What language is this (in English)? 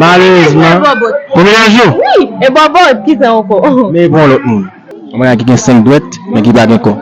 Haitian Creole